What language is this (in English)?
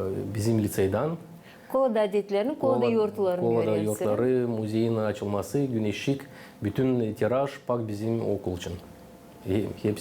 Gagauz